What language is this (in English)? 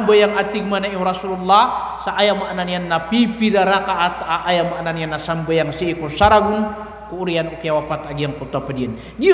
Maranao